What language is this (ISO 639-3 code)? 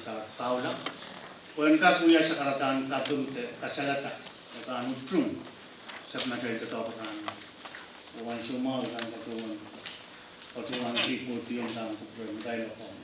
pon